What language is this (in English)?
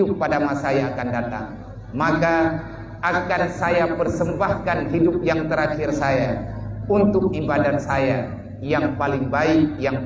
Achinese